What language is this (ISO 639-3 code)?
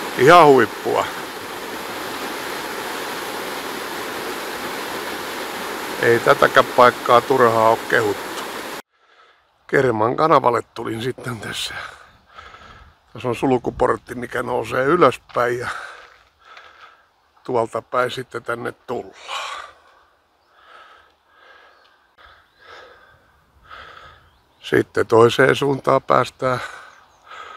fin